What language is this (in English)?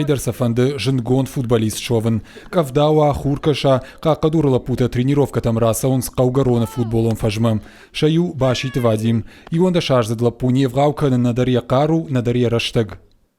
Ossetic